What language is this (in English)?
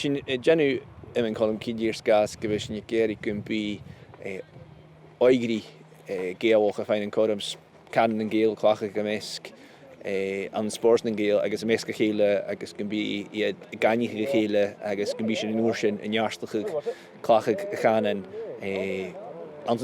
Scottish Gaelic